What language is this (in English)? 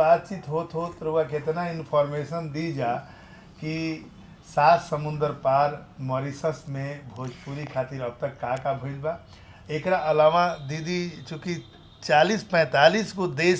Bhojpuri